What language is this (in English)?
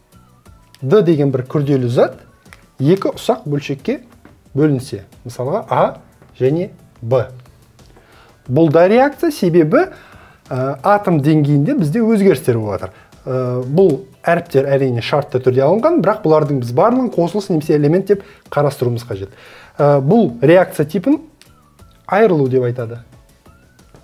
Kazakh